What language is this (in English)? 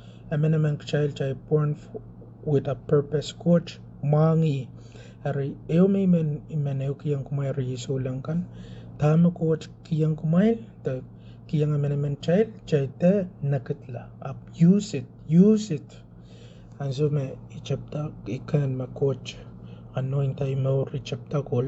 Pohnpeian